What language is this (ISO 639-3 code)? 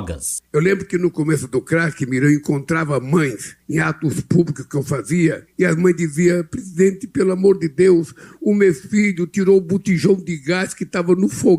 por